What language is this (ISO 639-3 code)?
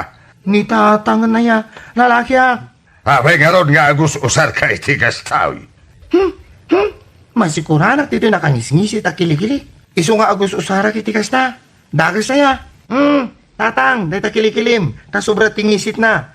ilo